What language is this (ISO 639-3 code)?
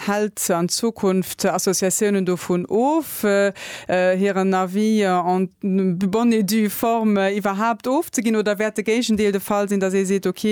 ltz